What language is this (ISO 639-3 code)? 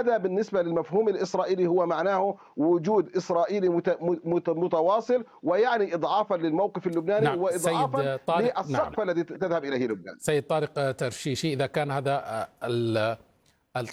ara